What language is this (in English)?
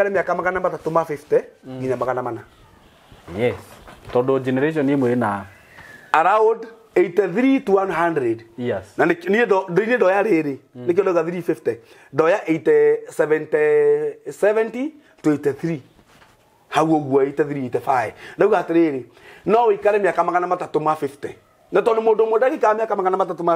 Kikuyu